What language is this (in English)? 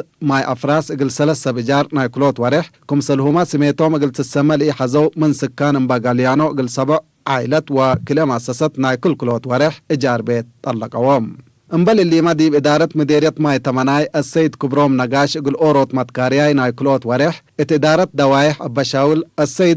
Tigre